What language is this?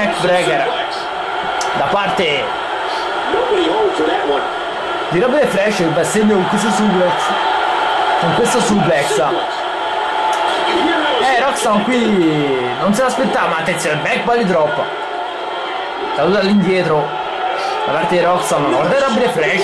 Italian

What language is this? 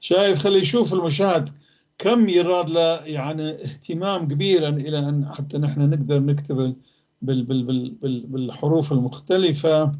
North Levantine Arabic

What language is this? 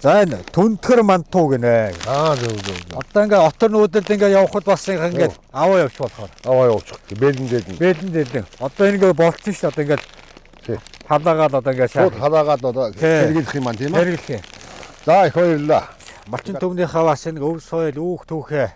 Mongolian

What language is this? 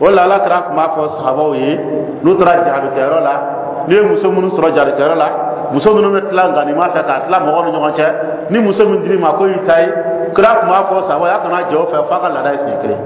Dyula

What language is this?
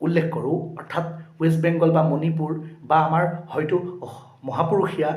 Assamese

